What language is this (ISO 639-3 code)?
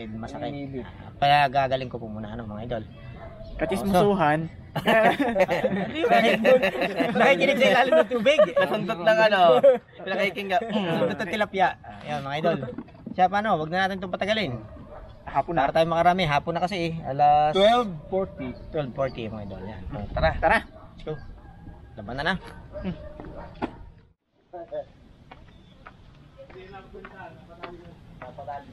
fil